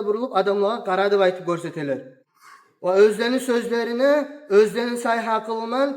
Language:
Kumyk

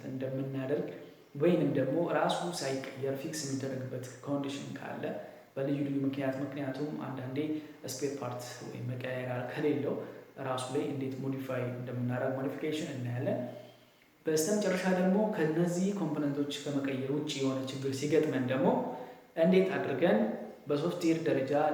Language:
Amharic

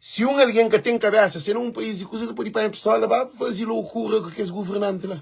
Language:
Kabuverdianu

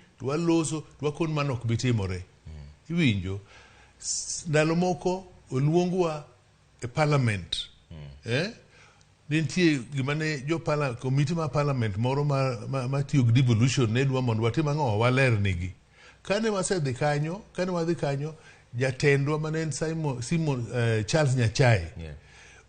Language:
Luo (Kenya and Tanzania)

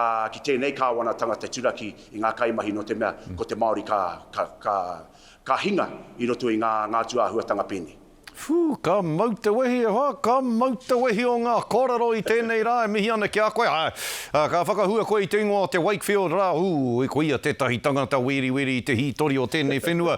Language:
Māori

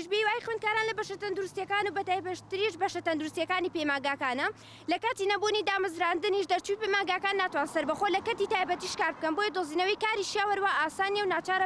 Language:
Central Kurdish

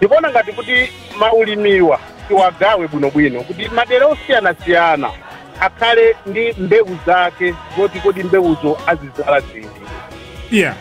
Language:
Nyanja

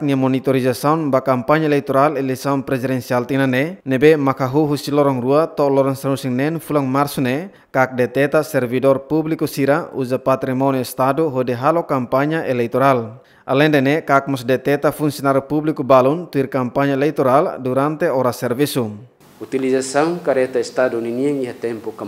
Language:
Tetum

